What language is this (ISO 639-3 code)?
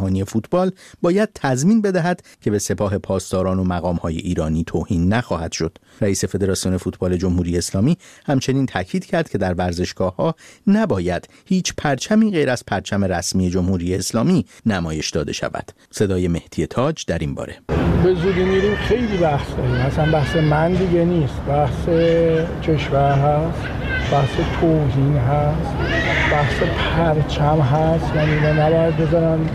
fas